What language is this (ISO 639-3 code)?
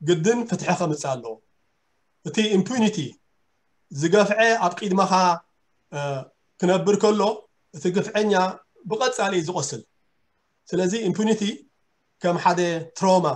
tir